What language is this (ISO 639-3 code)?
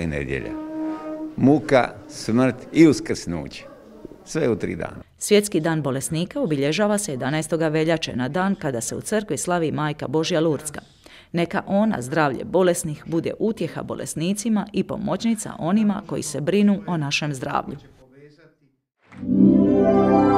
hrv